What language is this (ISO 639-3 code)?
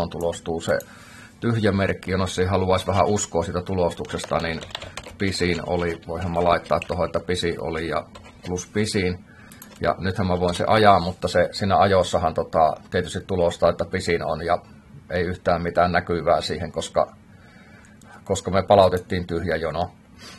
fin